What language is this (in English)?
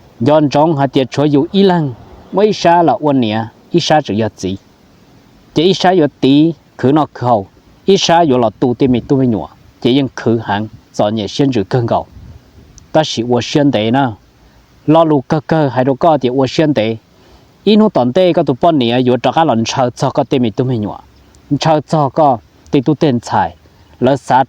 Hmong